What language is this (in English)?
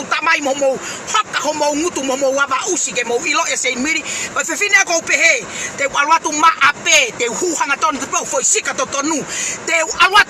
Tongan